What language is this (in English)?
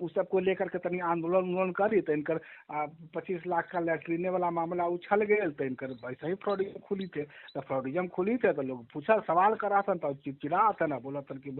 Magahi